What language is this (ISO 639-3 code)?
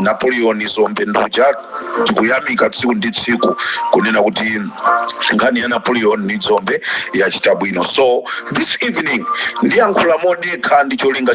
nya